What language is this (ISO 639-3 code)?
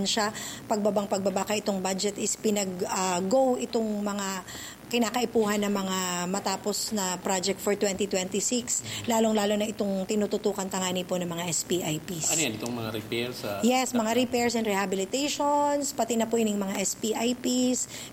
bik